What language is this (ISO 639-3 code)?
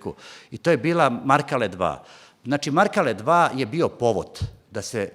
bos